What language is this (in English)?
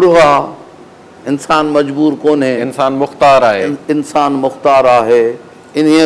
Sindhi